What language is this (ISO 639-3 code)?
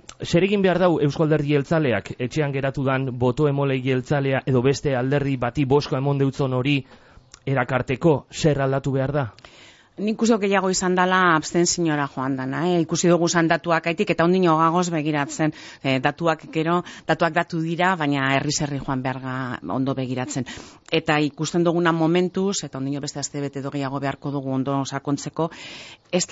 eus